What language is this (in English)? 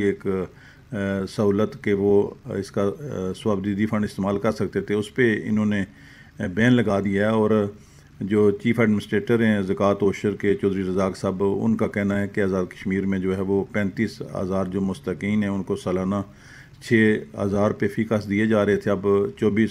Urdu